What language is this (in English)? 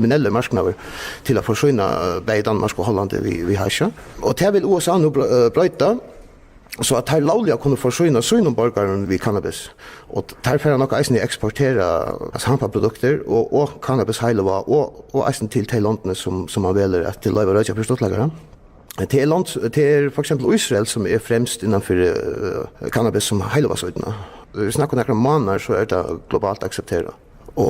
Faroese